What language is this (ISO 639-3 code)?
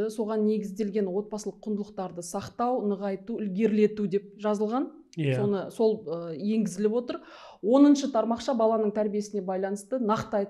kaz